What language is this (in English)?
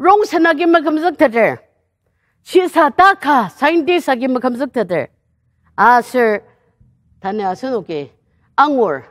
Ao Naga